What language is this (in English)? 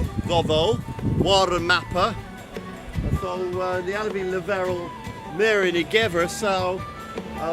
Cornish